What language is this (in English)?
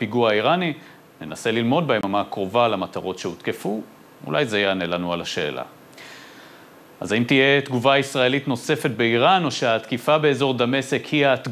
Hebrew